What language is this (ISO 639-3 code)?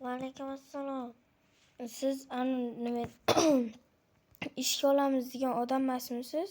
uzb